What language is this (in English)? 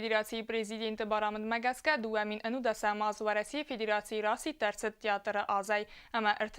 Ossetic